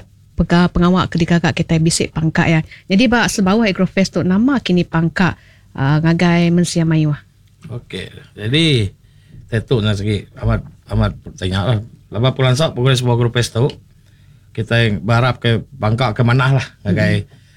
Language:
Iban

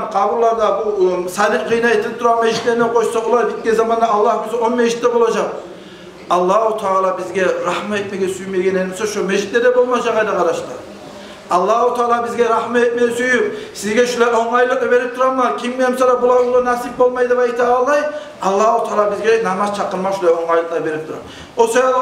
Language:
Kumyk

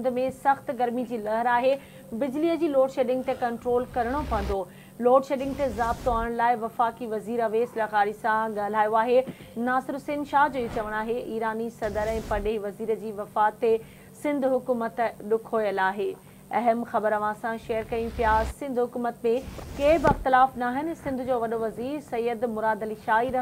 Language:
Sindhi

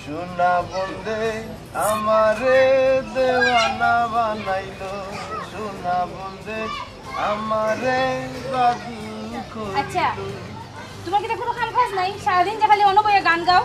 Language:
Sylheti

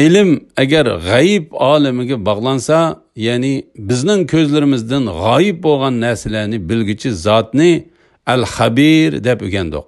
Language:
Uyghur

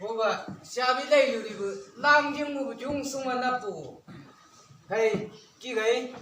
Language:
Chang Naga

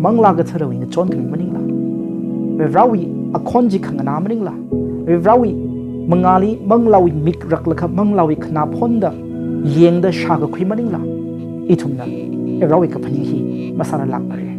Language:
Tangkhul Naga (India)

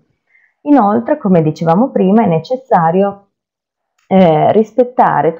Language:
Italian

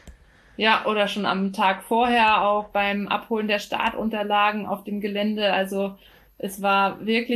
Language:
German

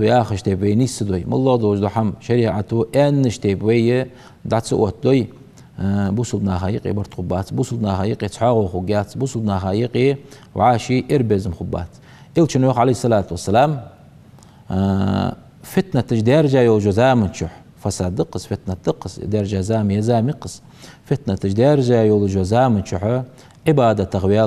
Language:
Ingush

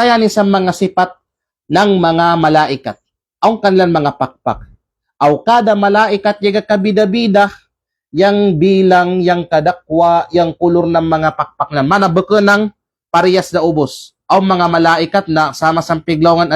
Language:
Kalagan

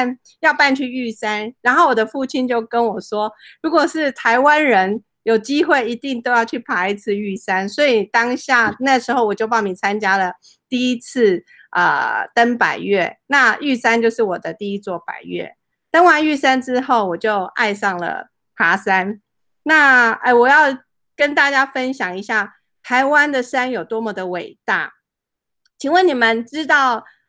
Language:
Chinese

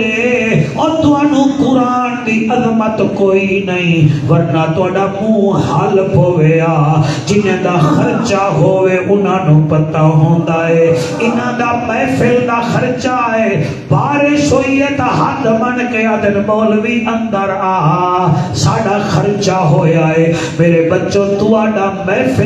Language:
Saraiki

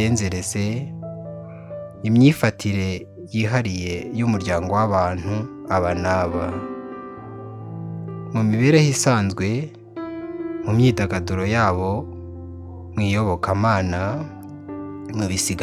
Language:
Kinyarwanda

